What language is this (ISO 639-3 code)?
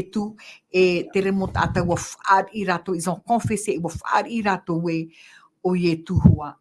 tah